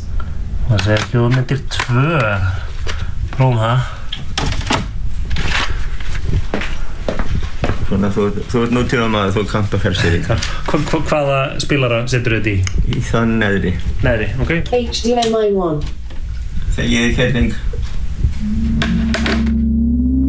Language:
Icelandic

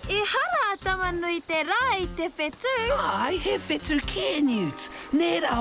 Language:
Māori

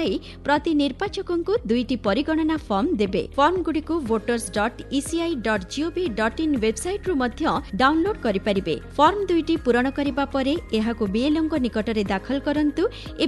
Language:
Odia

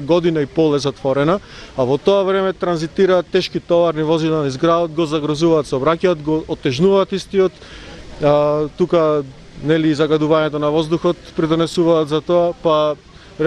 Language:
Macedonian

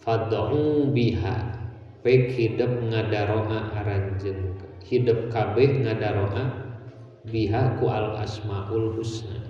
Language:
Sundanese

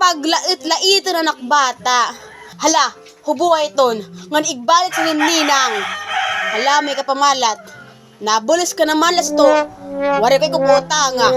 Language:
Waray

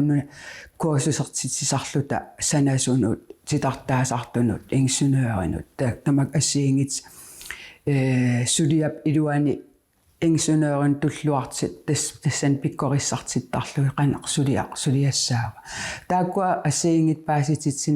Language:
Kalaallisut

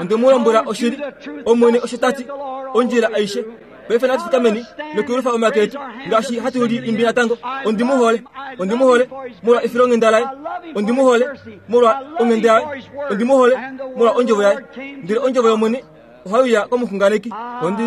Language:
Kuanyama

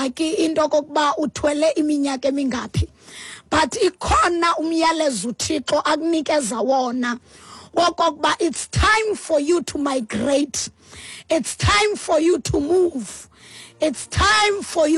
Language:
Xhosa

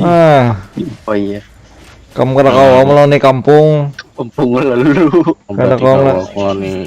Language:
Banjar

